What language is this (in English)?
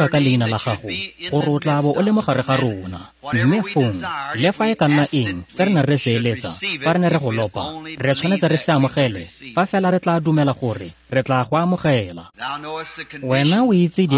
Tswana